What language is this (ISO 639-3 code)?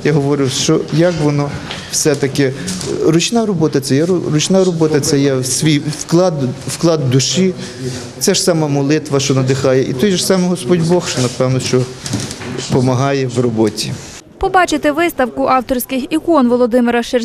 ukr